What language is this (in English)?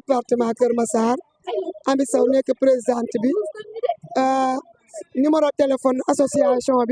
Wolof